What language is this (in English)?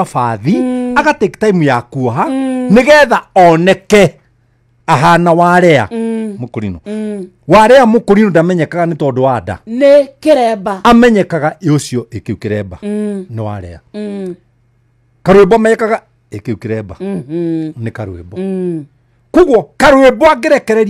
Kikuyu